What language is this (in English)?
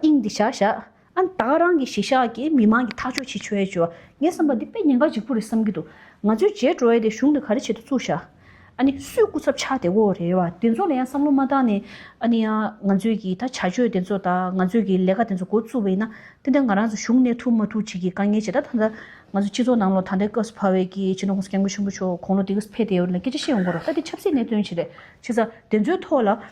Tibetan